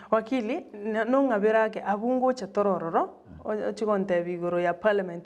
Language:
Gusii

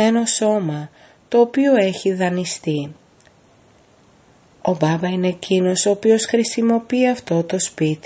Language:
Greek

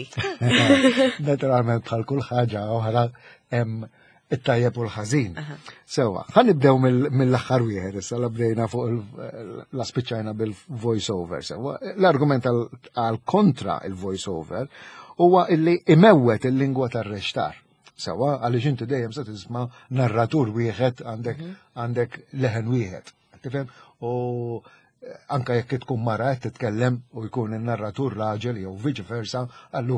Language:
Maltese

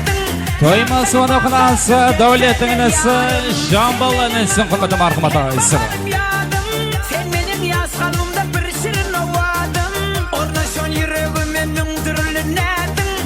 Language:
Kara-Kalpak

